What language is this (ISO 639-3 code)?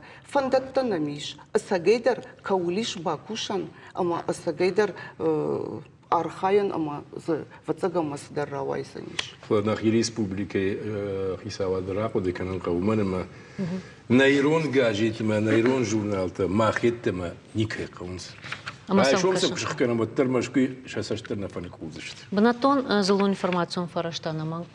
oss